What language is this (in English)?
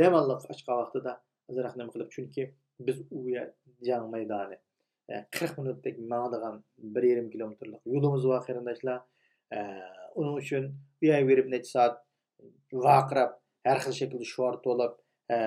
Uyghur